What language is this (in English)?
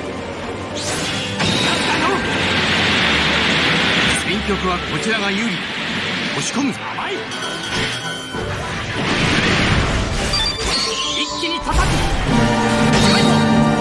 Japanese